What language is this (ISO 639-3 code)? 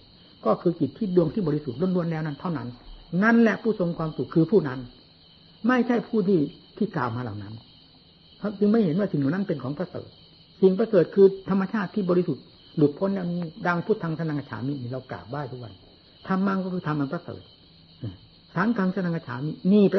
tha